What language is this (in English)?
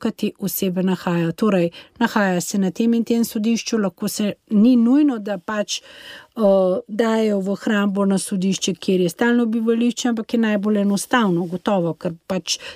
Slovenian